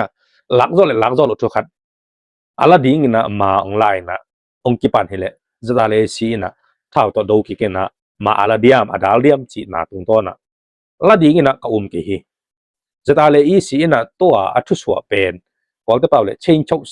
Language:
Tedim Chin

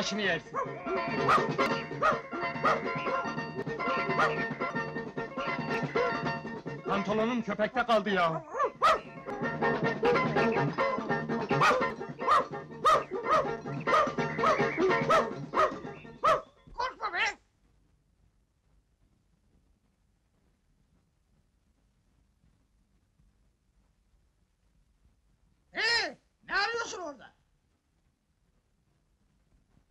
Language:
Turkish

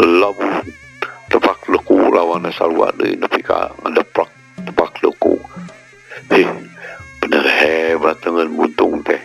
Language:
Sundanese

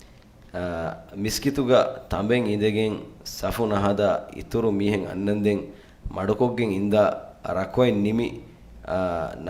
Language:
Divehi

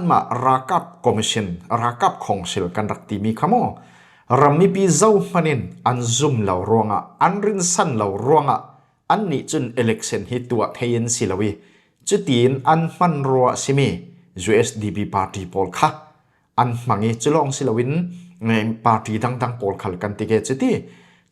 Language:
Falam Chin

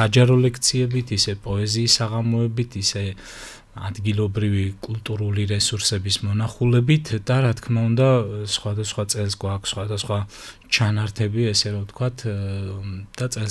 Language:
Georgian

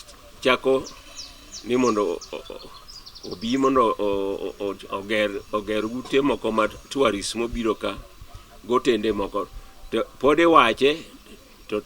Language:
Luo (Kenya and Tanzania)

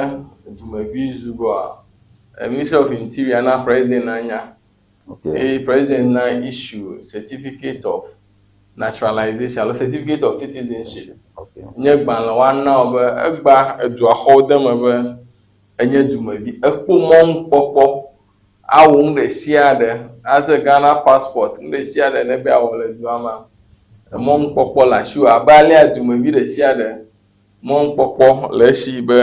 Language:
Ewe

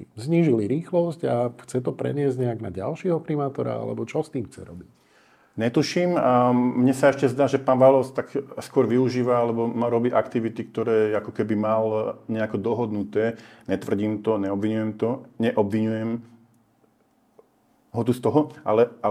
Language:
Slovak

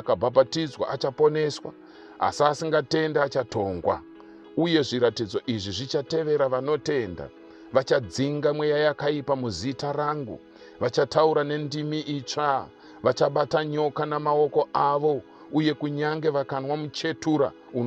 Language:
Shona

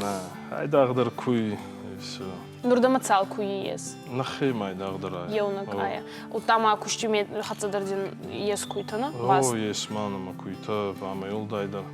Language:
Ossetic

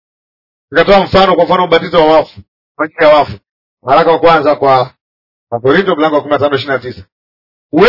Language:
Swahili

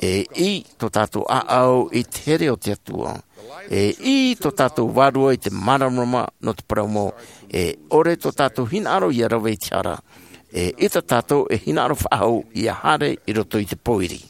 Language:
Tahitian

